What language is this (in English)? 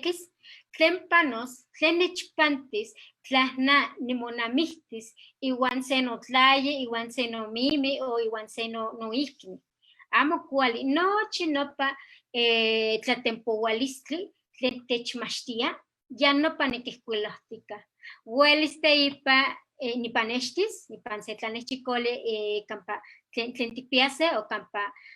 Eastern Huasteca Nahuatl